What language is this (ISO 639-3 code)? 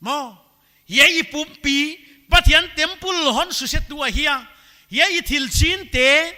pck